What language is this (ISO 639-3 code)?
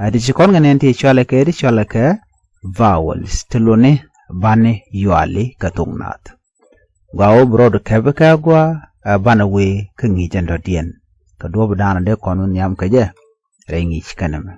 nus